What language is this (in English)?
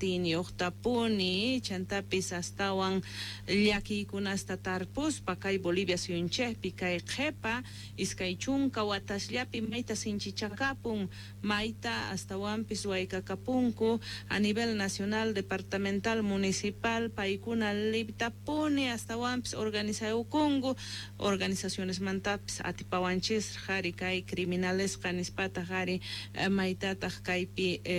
Quechua